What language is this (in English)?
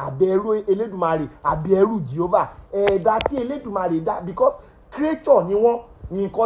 Yoruba